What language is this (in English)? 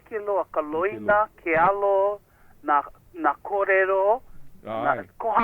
Hawaiian